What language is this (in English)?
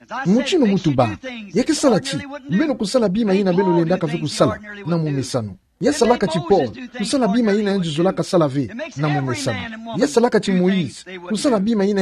Kituba (Democratic Republic of Congo)